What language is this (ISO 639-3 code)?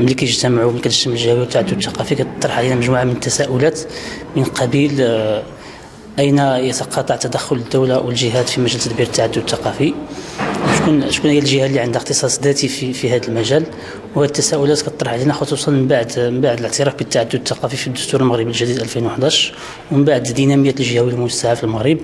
ary